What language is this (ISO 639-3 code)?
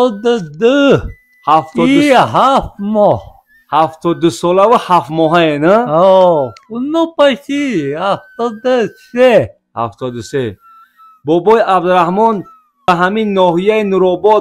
tgk